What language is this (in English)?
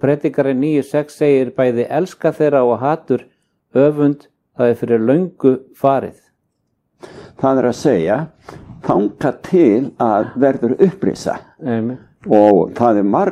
Icelandic